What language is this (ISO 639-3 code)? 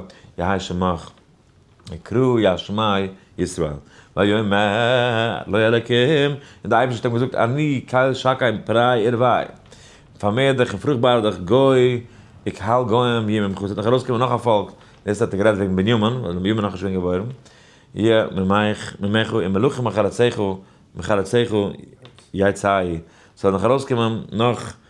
yid